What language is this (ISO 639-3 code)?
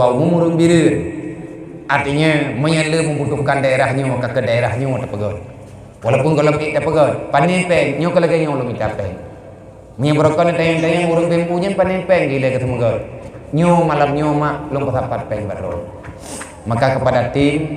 ace